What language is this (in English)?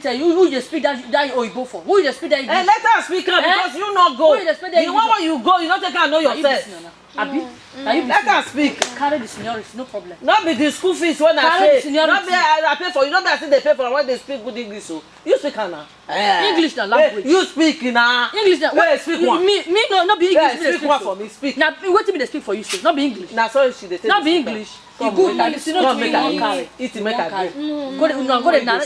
Nigerian Pidgin